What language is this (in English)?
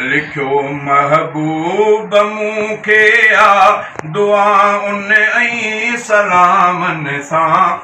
Sindhi